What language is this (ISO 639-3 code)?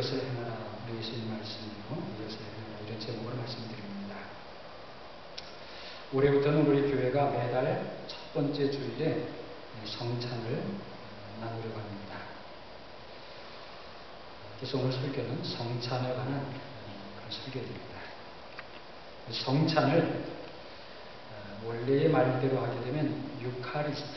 kor